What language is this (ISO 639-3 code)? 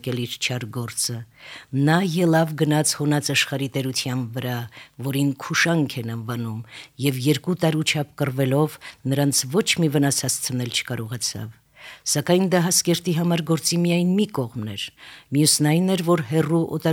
hye